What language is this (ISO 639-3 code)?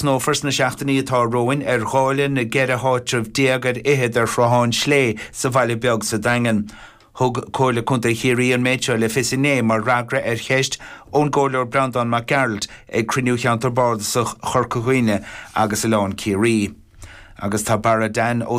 gle